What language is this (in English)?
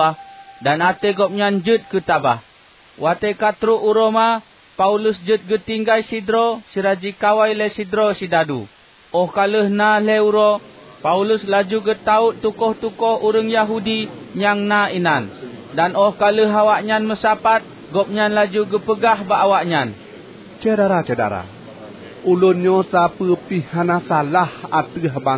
Achinese